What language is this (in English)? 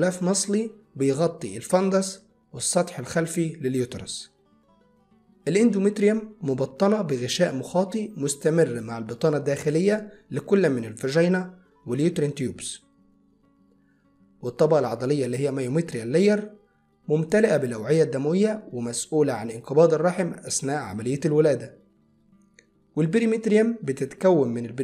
Egyptian Arabic